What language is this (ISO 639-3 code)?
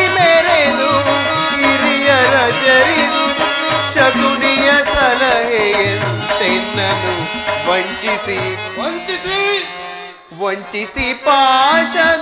kan